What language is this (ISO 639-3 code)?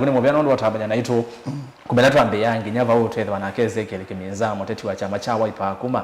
kam